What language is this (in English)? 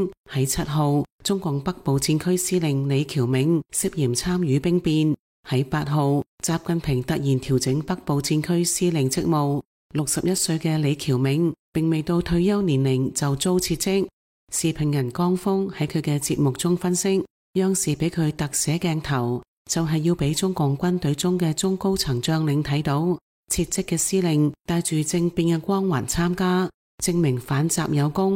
Cantonese